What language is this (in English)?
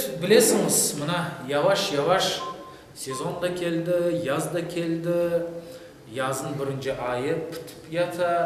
Crimean Tatar